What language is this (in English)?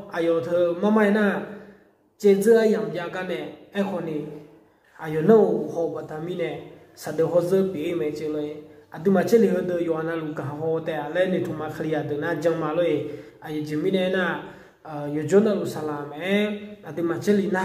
Akha